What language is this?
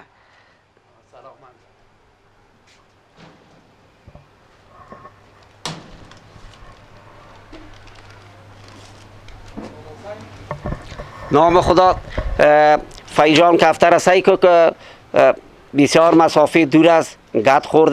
Persian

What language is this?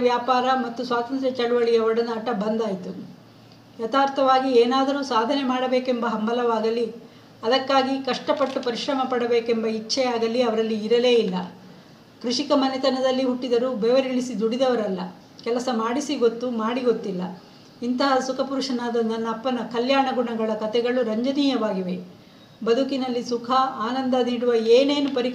Kannada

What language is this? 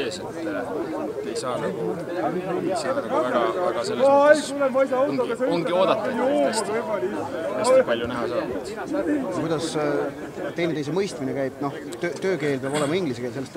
Estonian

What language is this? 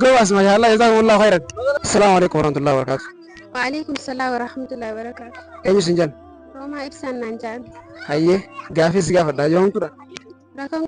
Oromo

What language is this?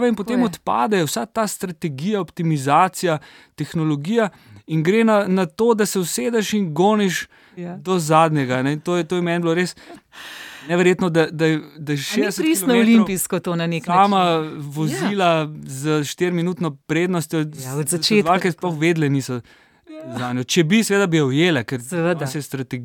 Slovenian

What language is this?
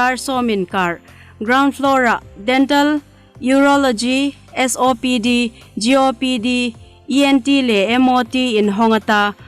Hmar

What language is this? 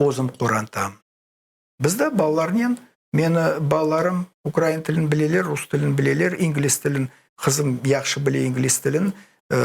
Crimean Tatar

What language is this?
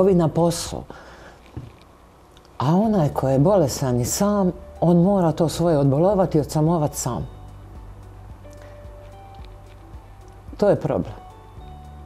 Croatian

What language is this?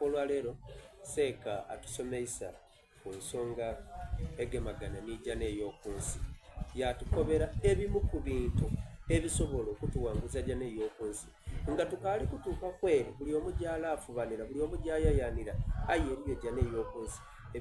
Soga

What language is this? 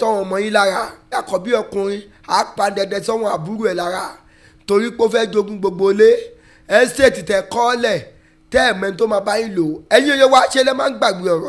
Yoruba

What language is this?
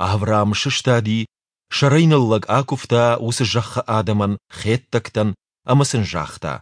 Ossetic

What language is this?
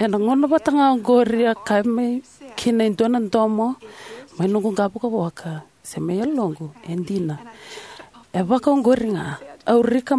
Fijian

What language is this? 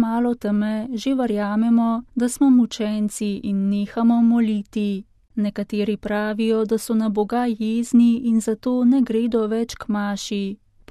Slovenian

